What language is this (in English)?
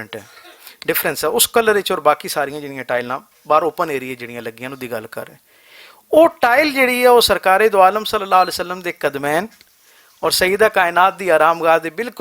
Western Panjabi